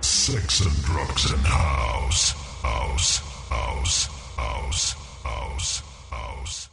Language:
Minangkabau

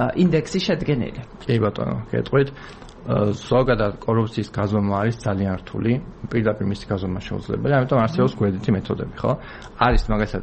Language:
Georgian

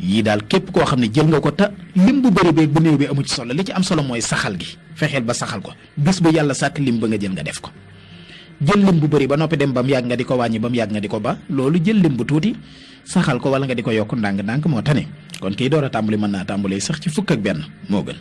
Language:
Wolof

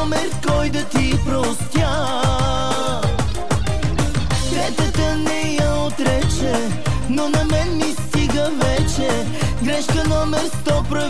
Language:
Bulgarian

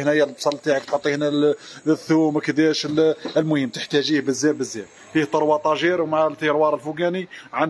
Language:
Algerian Arabic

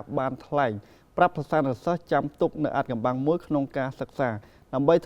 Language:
Khmer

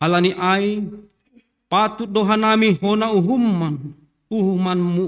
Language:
Batak Simalungun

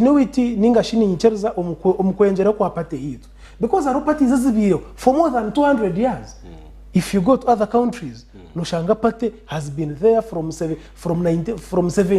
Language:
Nyankole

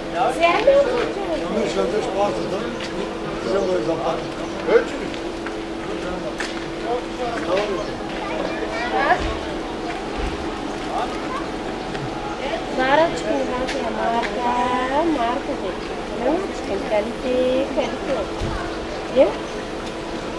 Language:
Turkish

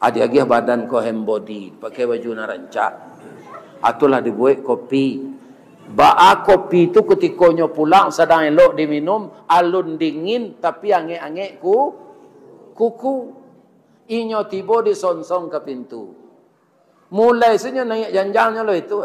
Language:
Minangkabau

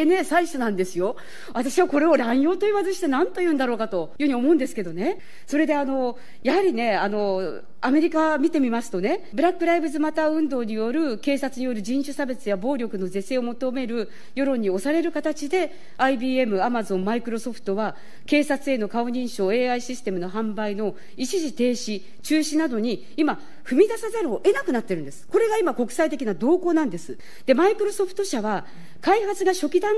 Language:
Japanese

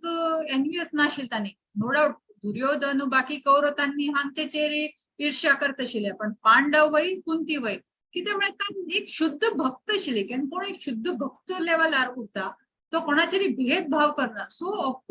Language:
Konkani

